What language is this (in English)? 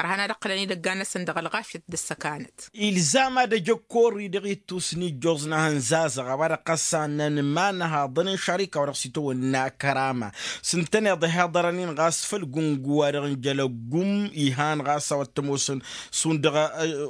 Tamasheq